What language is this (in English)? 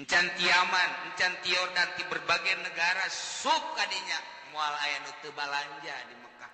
Sundanese